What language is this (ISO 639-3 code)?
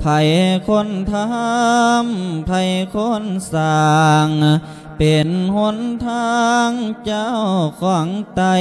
lao